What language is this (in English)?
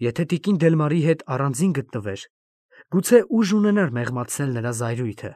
Armenian